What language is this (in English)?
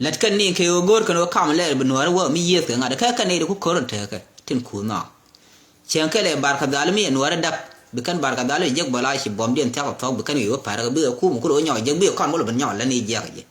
Nuer